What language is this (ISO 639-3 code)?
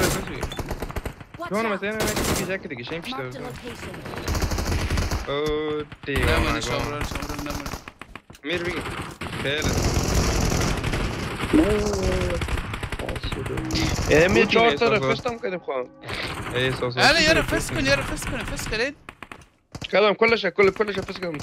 fas